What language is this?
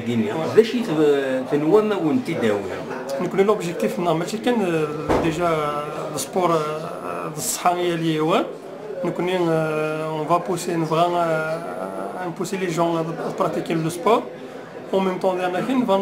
Kabyle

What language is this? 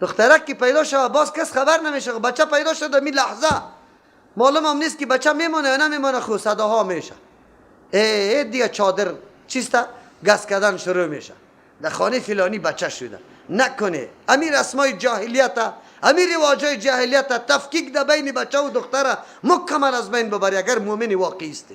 Persian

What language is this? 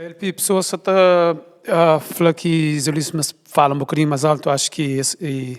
Kabuverdianu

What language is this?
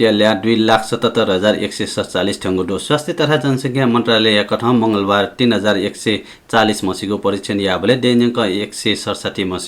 Newari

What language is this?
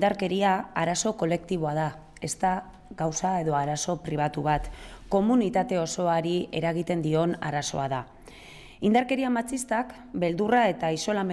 Basque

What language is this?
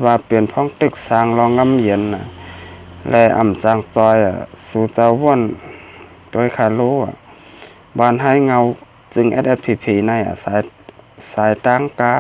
Shan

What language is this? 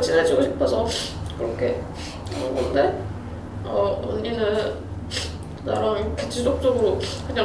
Korean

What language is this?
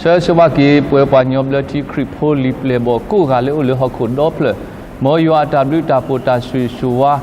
S'gaw Karen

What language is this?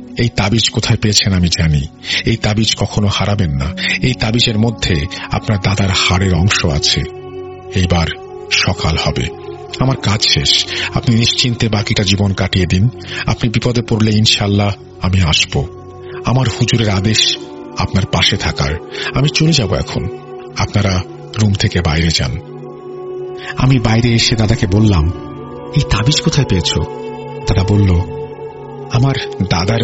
Bangla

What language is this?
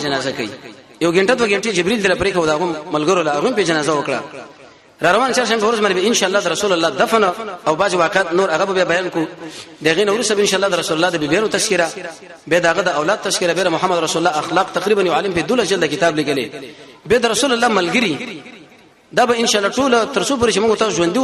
Pashto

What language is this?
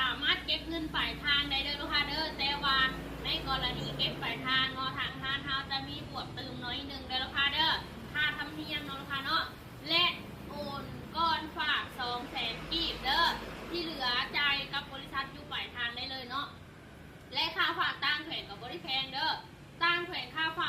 Lao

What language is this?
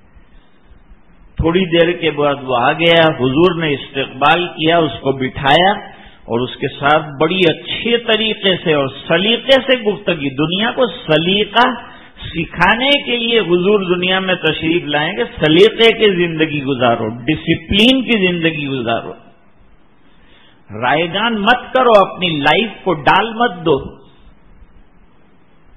Urdu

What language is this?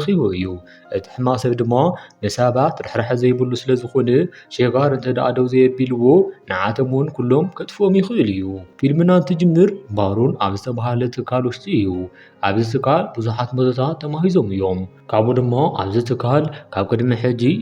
Tigrinya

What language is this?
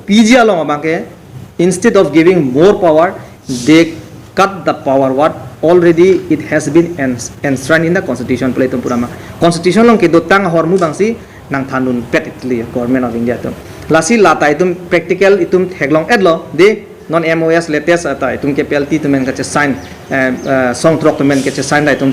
Karbi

